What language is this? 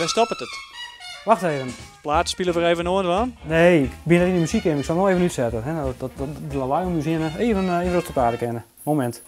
Western Frisian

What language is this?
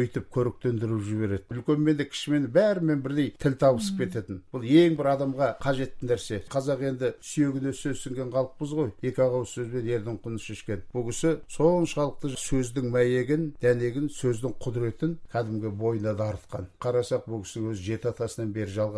Kazakh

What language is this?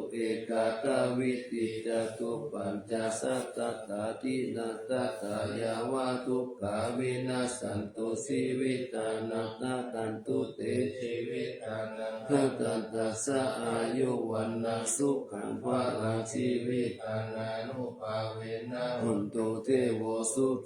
Pali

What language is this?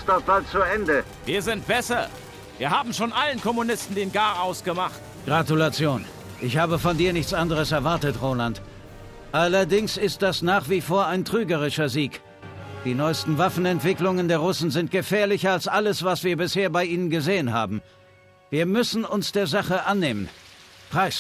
Bavarian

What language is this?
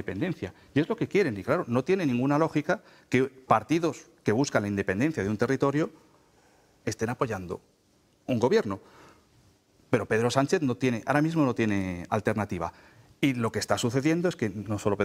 Spanish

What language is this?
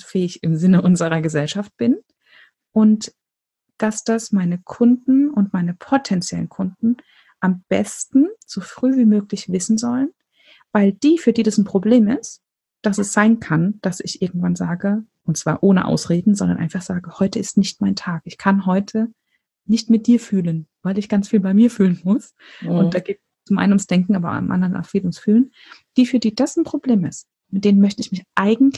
German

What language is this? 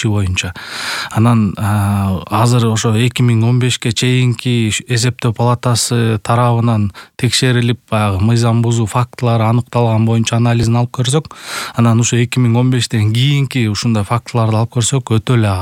Kyrgyz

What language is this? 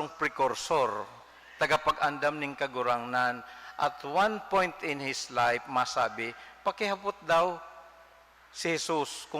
Bikol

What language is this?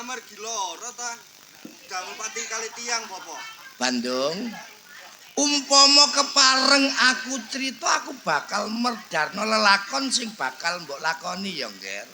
Javanese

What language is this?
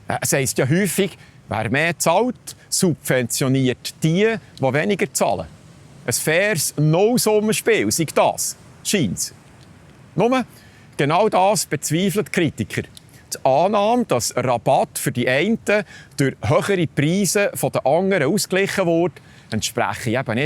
Swiss German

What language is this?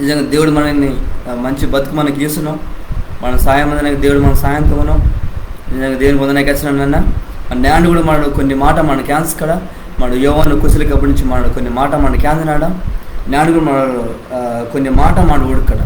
Koya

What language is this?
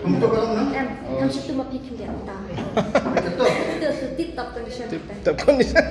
Khasi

